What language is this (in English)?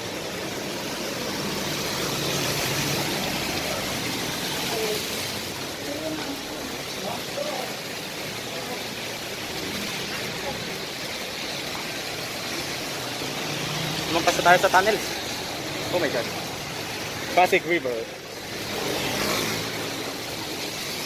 Filipino